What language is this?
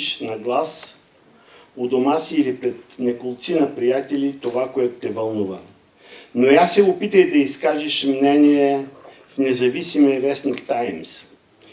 Bulgarian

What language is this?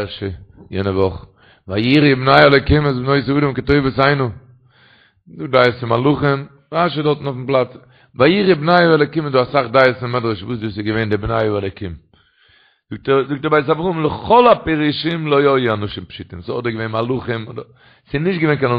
Yiddish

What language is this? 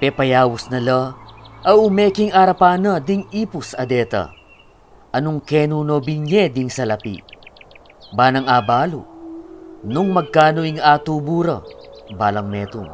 Pampanga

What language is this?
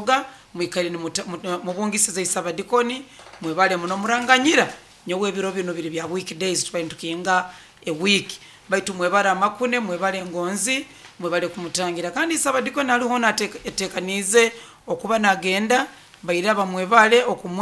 Nyoro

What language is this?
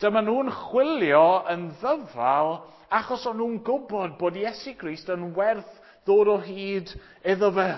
Welsh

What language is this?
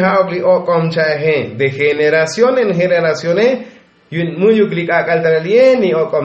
Tzotzil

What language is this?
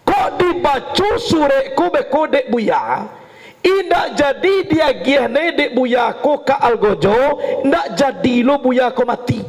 Minangkabau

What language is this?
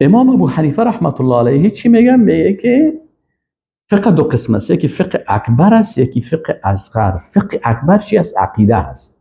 Persian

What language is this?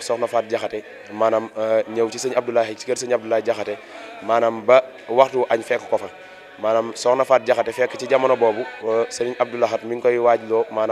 Wolof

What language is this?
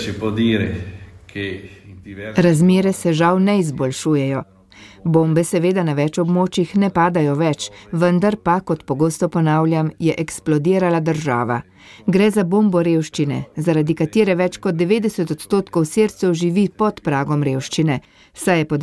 Slovenian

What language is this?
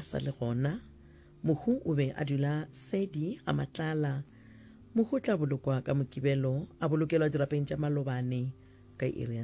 Northern Sotho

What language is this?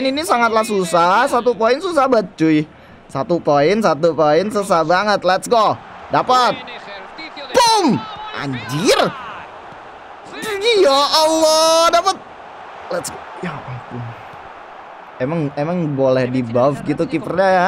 Indonesian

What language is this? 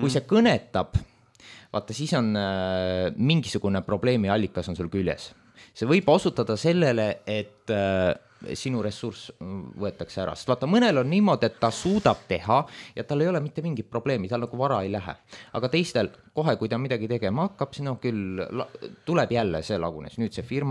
Estonian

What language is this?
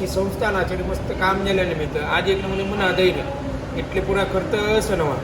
Konkani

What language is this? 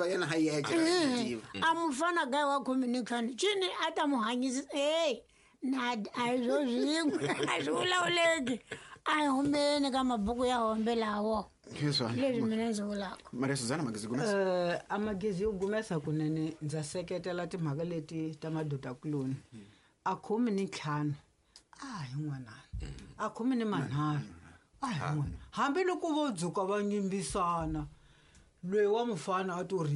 Tsonga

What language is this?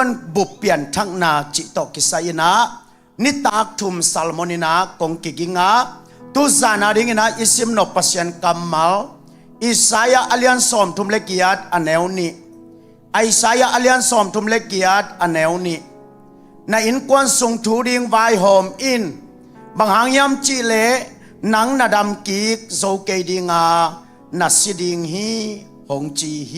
Tedim Chin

